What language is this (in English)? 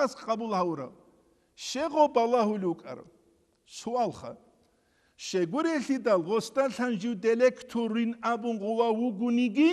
Avaric